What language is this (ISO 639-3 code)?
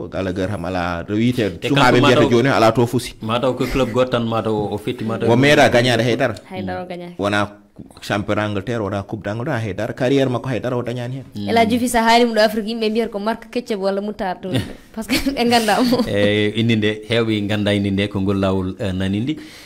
ful